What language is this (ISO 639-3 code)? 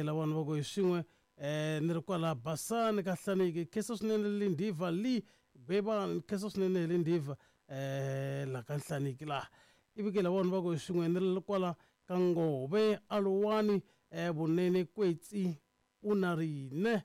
tso